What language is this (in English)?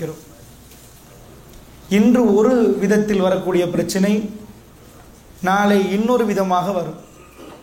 Tamil